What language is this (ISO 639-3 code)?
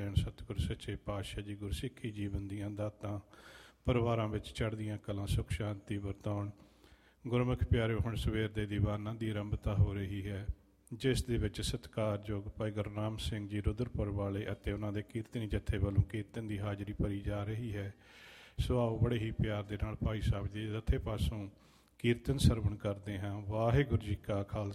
pan